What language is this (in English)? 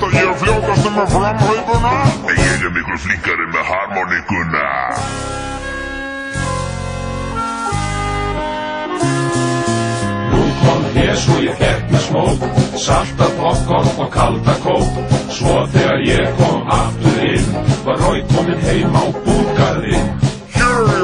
Icelandic